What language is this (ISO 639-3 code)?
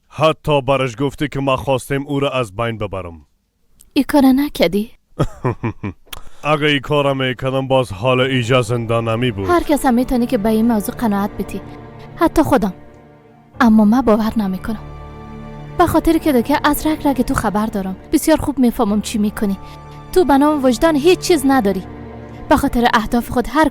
fas